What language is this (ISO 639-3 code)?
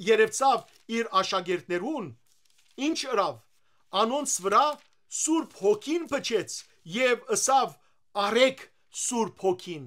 hyw